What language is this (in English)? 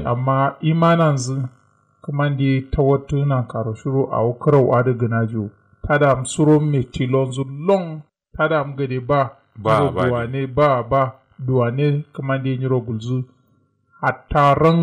Kanuri